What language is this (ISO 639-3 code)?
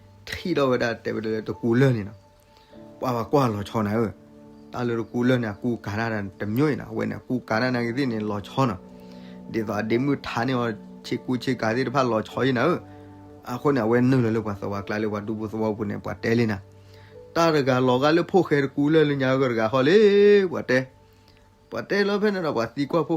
ksw